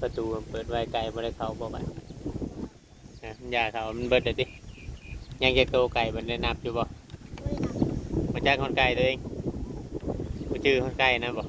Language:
Northeastern Thai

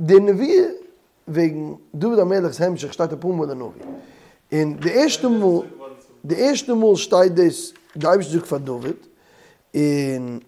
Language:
Yiddish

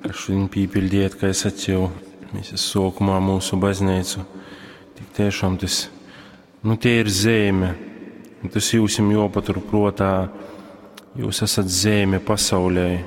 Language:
Latgalian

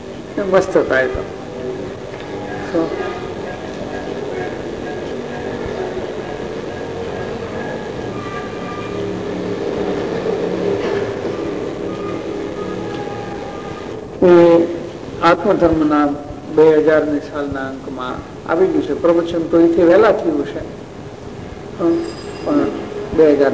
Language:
Gujarati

